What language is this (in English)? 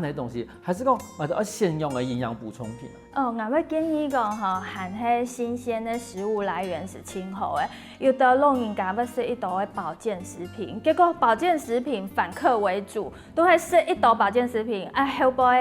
Hakka Chinese